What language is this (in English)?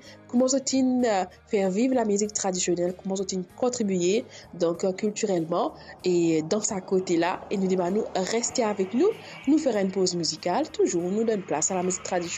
Morisyen